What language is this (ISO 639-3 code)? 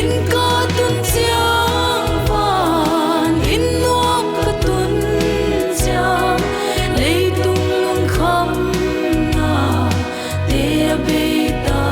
pck